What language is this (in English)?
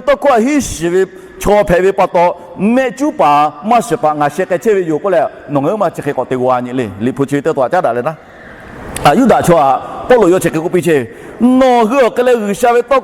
Lahu